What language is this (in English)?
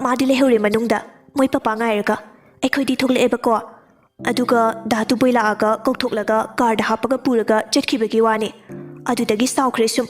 Manipuri